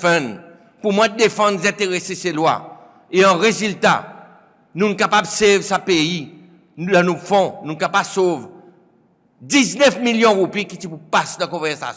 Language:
Seselwa Creole French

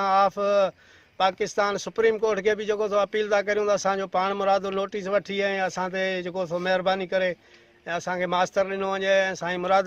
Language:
Sindhi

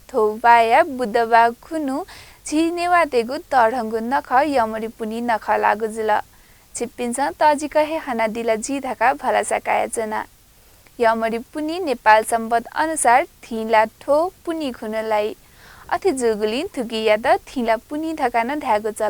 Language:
Newari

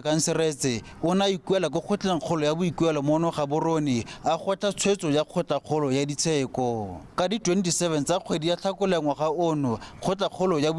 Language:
Tswana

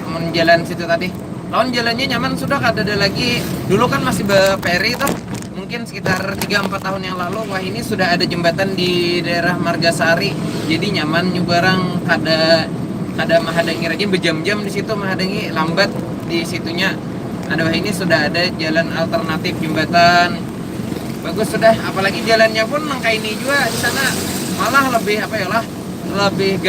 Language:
Banjar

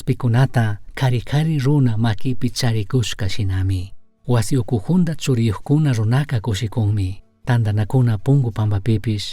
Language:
Chimborazo Highland Quichua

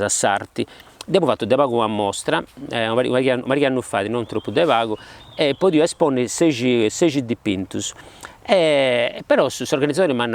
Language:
Sardinian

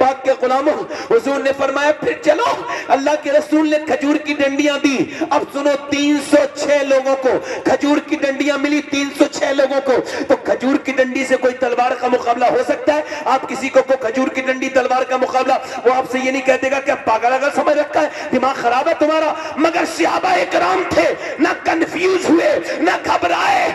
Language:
Urdu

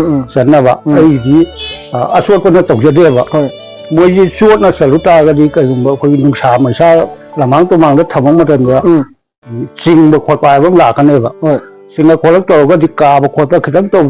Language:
Manipuri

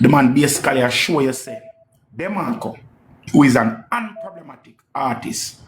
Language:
Jamaican Creole English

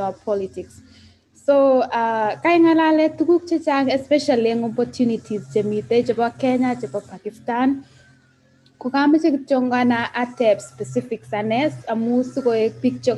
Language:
Kalenjin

